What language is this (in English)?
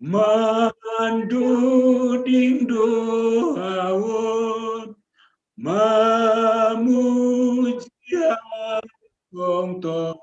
Batak Simalungun